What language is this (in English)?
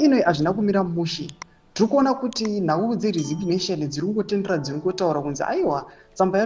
Shona